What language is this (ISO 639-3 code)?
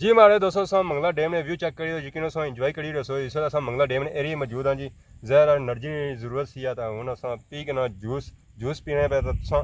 phr